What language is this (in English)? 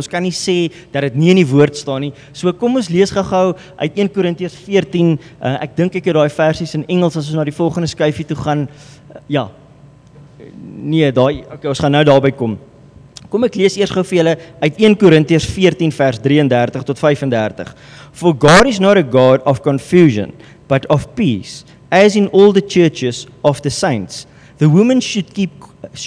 Afrikaans